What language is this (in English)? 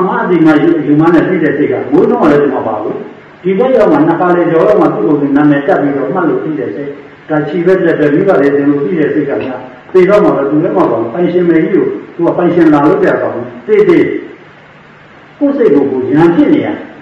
Burmese